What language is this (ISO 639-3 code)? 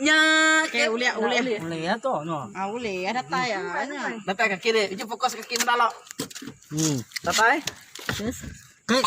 iba